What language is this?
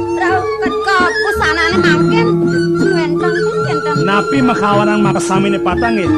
Balinese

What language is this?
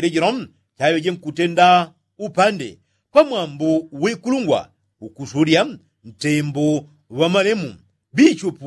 Yao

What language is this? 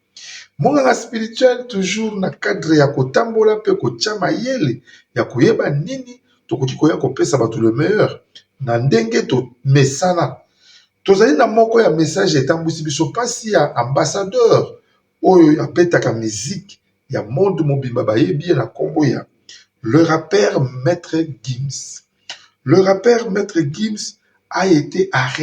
Lingala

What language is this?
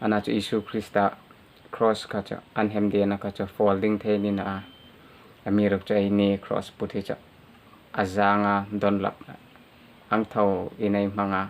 Hmar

